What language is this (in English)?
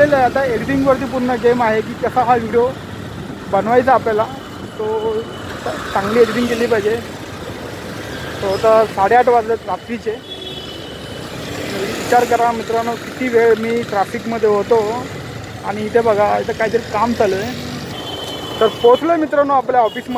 Marathi